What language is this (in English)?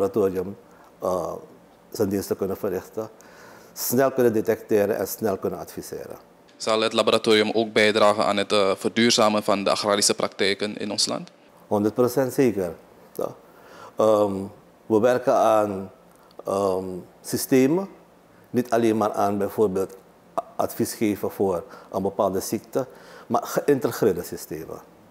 Dutch